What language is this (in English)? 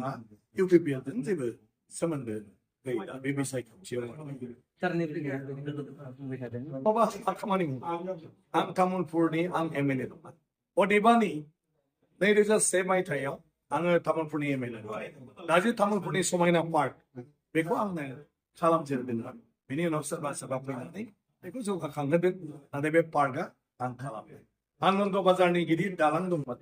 Bodo